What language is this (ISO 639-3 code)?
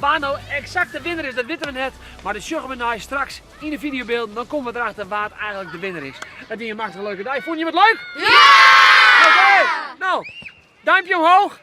fry